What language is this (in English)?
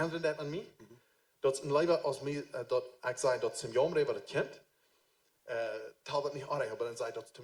Plautdietsch